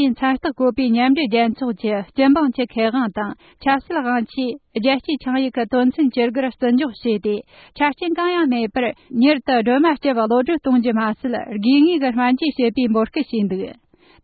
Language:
Tibetan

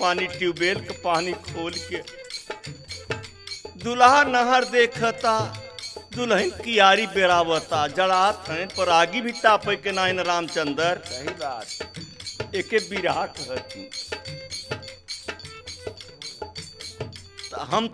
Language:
Bhojpuri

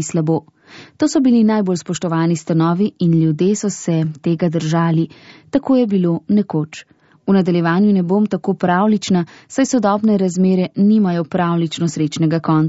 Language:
Slovenian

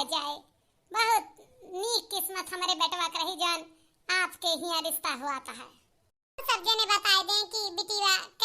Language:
Awadhi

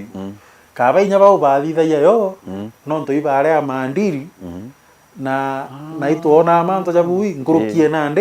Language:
Meru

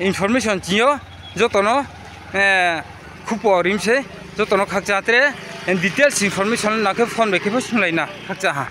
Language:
Riang (India)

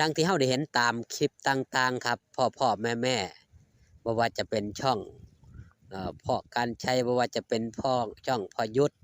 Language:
Northeastern Thai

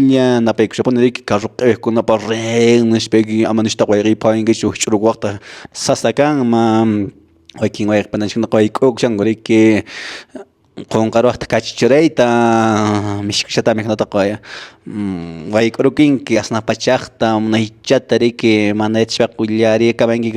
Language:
Quechua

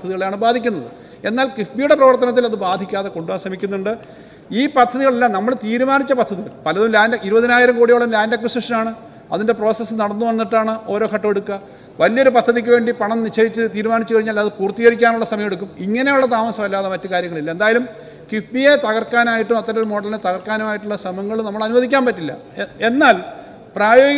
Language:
Malayalam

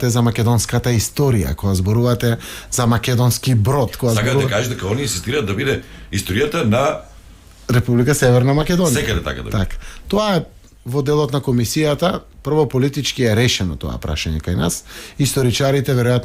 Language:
Macedonian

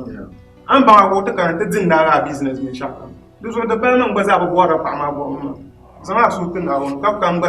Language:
Dagbani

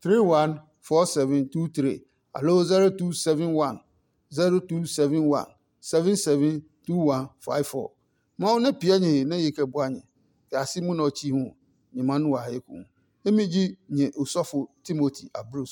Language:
Adangme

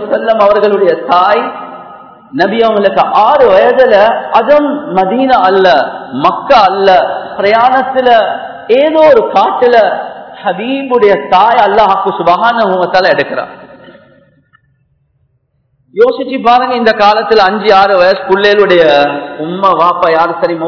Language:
Tamil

